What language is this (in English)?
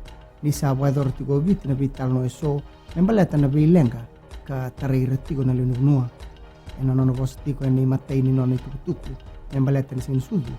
Fijian